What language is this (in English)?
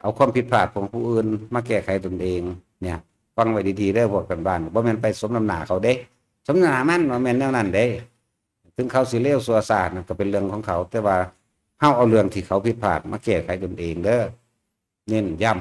Lao